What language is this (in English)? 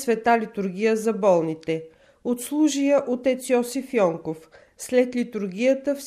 Bulgarian